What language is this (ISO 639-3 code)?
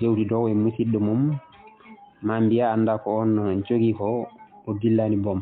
ful